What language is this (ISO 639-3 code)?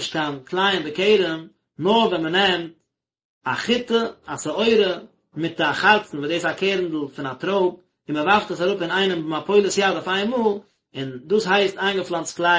yid